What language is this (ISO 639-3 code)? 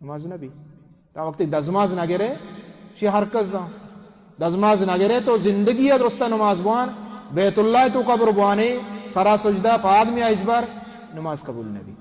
bal